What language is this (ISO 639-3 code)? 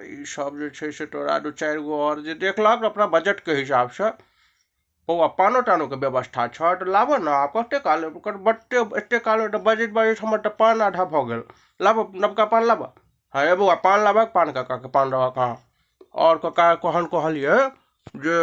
mai